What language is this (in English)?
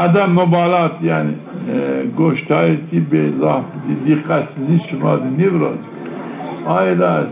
Zaza